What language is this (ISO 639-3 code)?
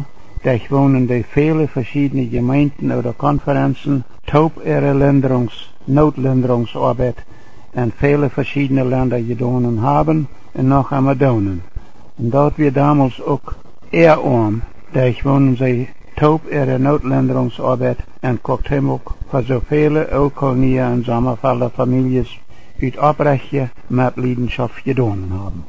pdt